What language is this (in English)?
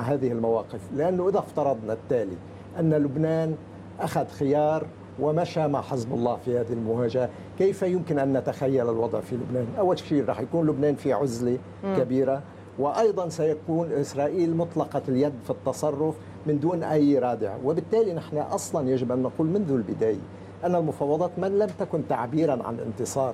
Arabic